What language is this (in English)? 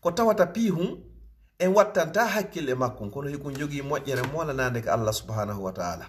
Fula